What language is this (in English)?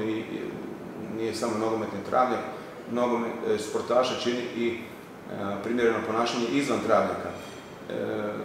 Croatian